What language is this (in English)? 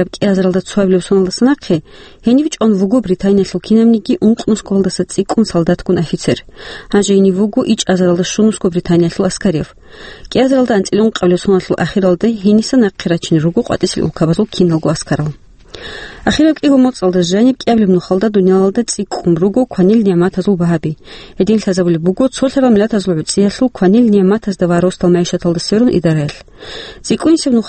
Avaric